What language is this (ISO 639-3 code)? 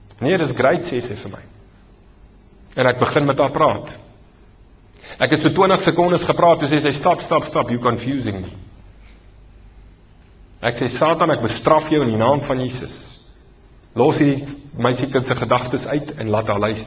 afr